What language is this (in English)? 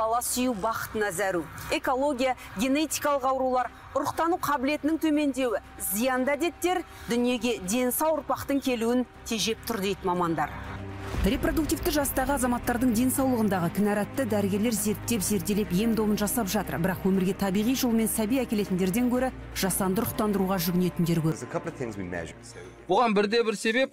Kazakh